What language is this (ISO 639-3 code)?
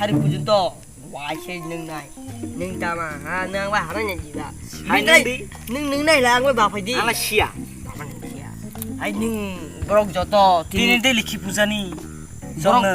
trp